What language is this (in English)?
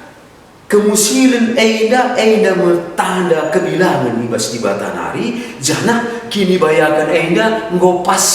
Batak Karo